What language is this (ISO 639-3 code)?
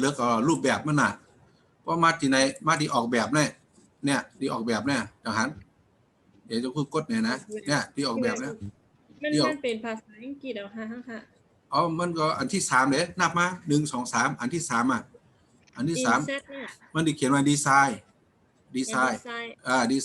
shn